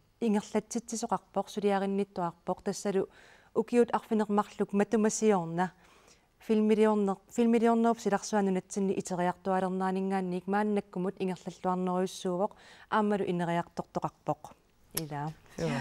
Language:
Kalaallisut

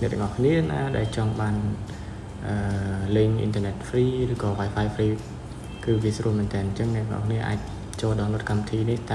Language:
Khmer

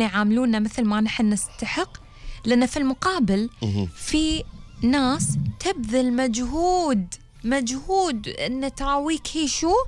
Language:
Gulf Arabic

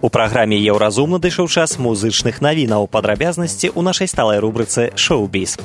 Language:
Belarusian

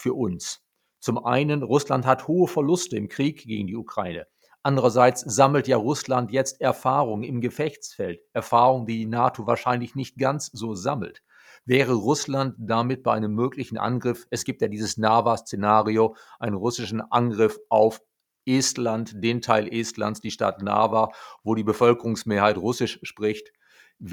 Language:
German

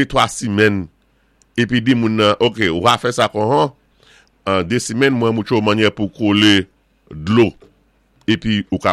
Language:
Saint Lucian Creole French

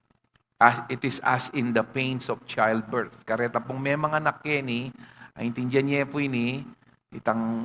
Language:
Pampanga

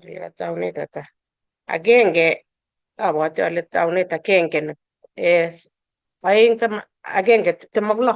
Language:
Kalenjin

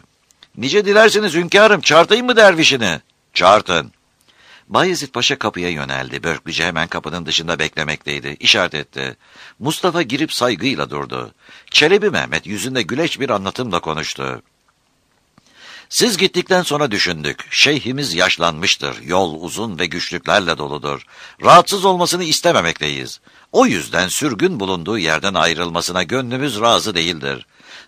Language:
Turkish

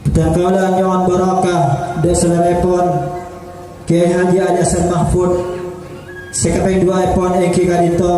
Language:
Madurese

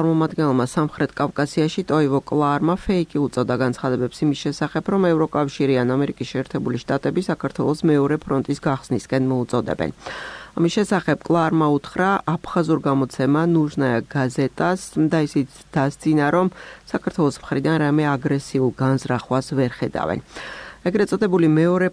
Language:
Georgian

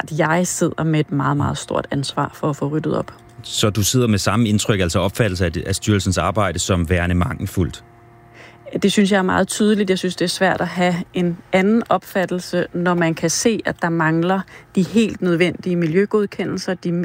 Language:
Danish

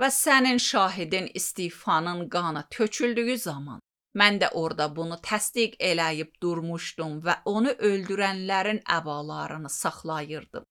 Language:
Azerbaijani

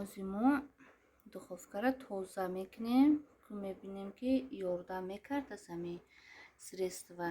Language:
Tajik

